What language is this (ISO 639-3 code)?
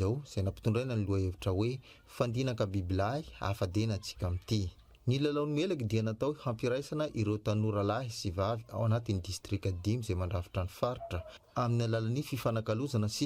mlg